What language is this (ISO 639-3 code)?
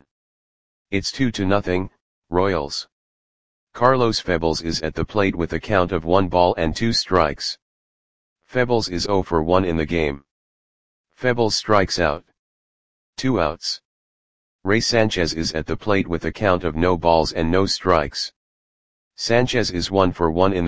eng